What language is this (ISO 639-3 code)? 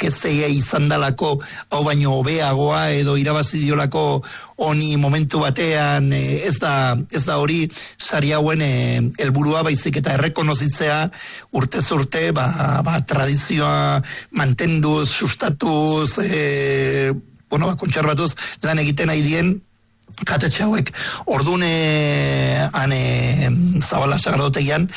eus